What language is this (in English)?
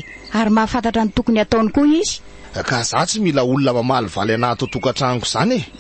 Malagasy